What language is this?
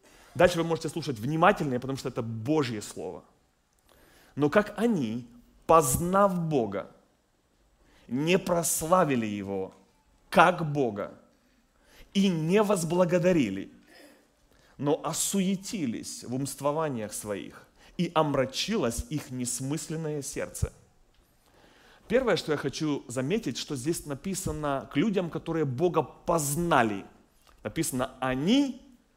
Russian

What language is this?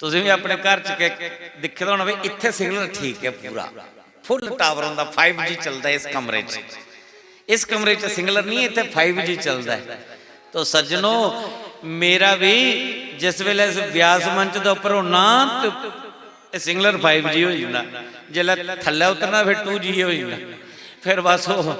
Dogri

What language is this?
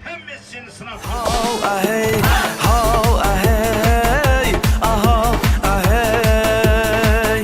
Kara-Kalpak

